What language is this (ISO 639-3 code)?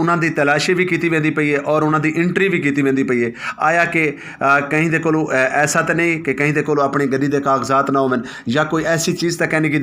skr